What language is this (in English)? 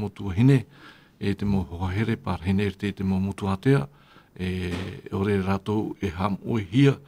Tahitian